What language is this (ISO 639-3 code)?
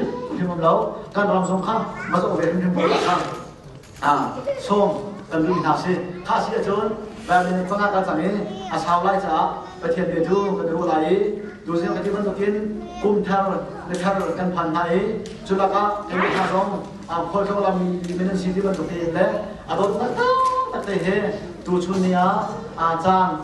cnh